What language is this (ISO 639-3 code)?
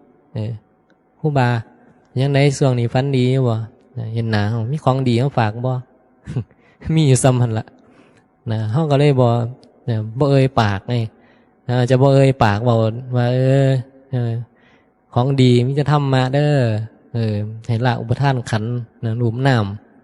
tts